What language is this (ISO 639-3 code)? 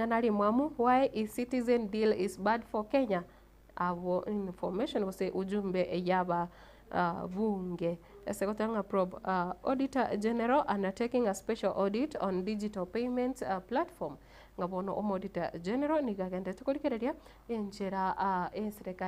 guz